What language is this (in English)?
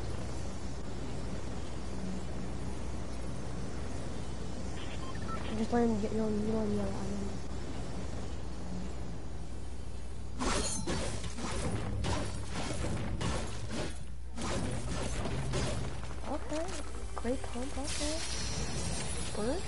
English